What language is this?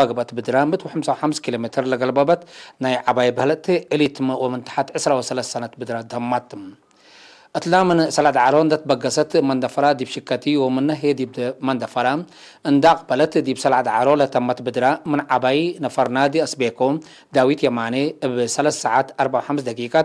Tigre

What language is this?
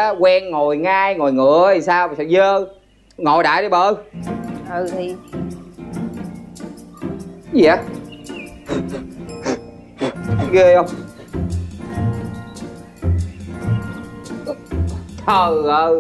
Vietnamese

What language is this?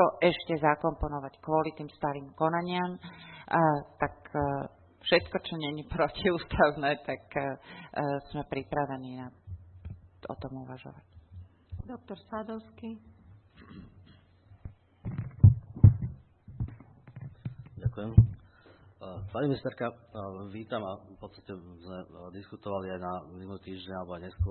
Slovak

